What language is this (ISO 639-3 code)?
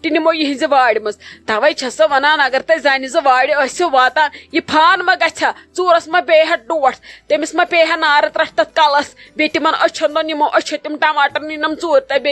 kas